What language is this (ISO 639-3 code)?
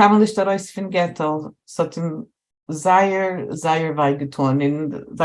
yid